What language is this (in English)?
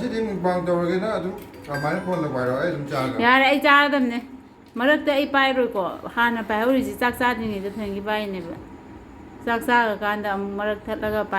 Manipuri